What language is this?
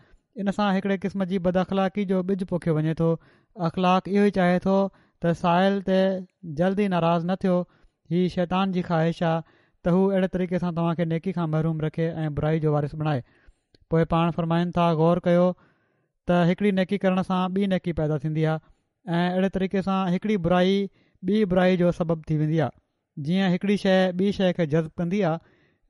Sindhi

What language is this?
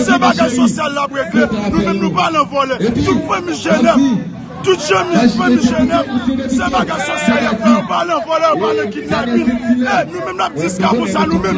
Haitian Creole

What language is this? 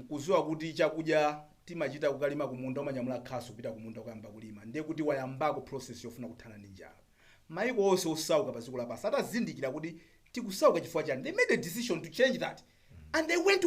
Nyanja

